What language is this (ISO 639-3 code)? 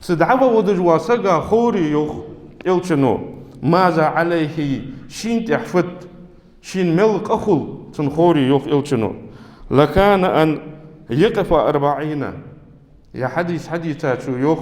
inh